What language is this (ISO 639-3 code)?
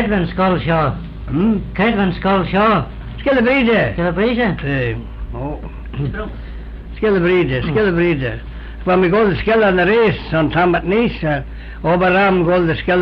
glv